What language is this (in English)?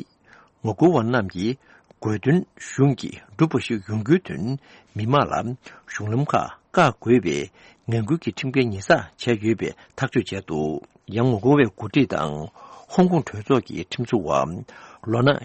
Tibetan